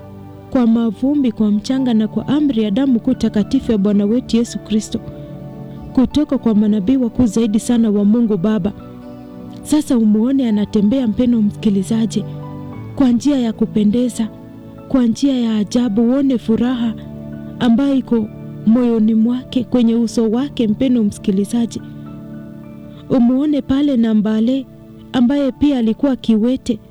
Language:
Swahili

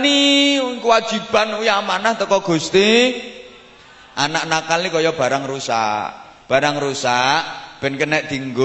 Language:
Javanese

